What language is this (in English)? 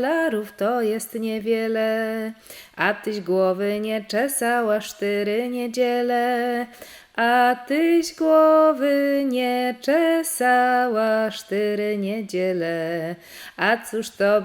Silesian